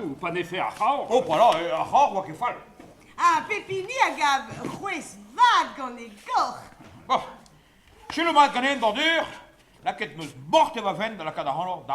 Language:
Breton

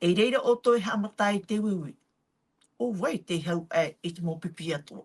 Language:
Tahitian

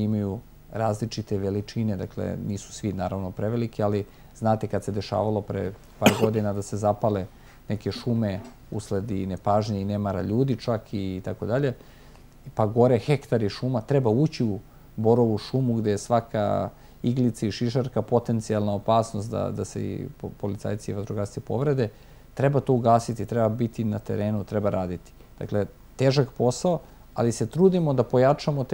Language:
Serbian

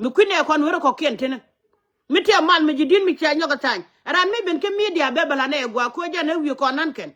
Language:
Nuer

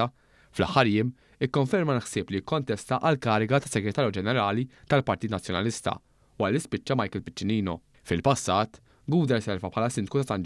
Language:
Maltese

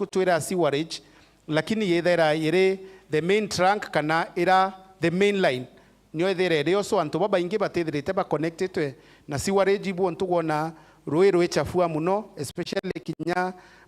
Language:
Meru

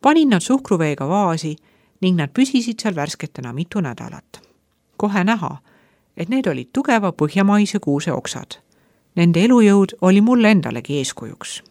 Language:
Estonian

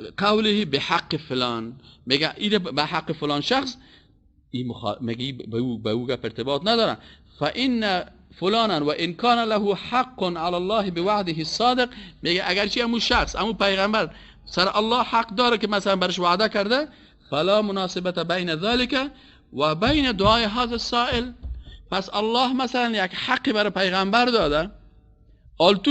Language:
Persian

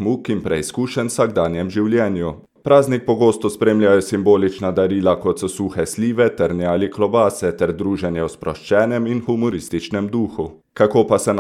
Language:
Slovenian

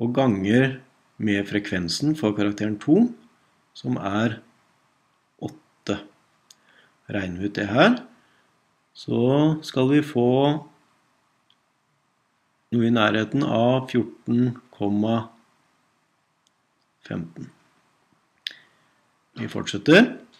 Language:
Norwegian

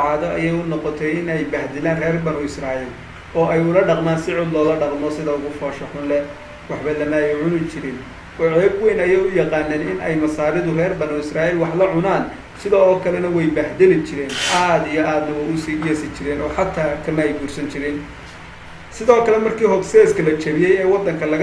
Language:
Somali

